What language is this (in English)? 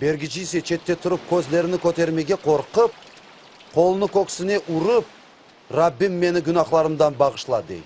Crimean Tatar